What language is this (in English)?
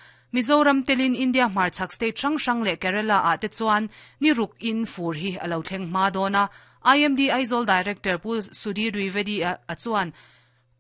Mizo